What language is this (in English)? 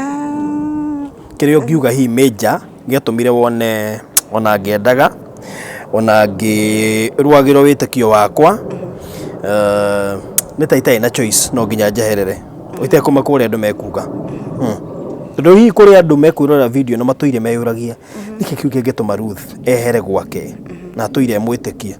Kikuyu